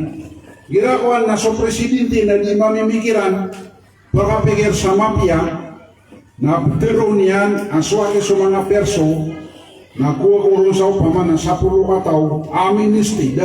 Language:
Maranao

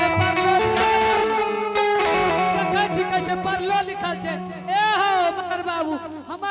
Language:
Angika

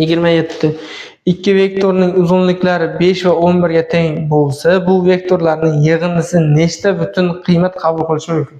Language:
Uzbek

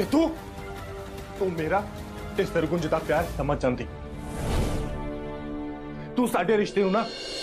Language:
Punjabi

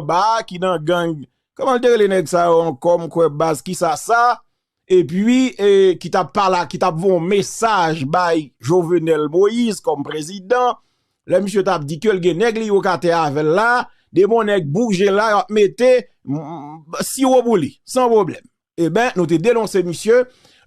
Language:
Haitian Creole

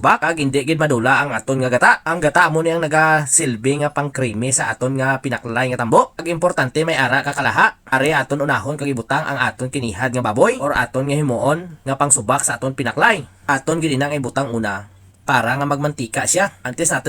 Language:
Hiligaynon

